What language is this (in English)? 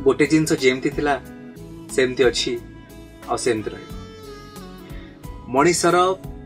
Odia